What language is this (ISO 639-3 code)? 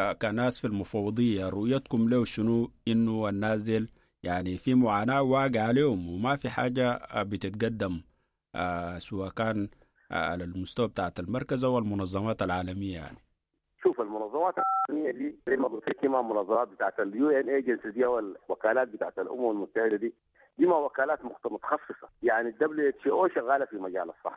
apd